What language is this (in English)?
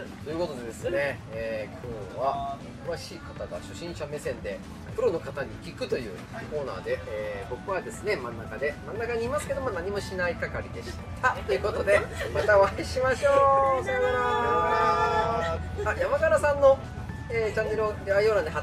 Japanese